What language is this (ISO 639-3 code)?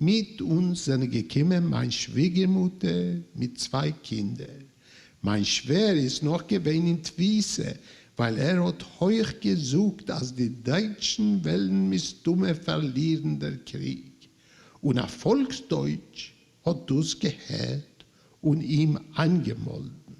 yid